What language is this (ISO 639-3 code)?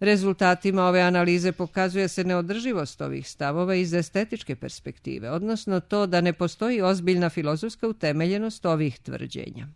srp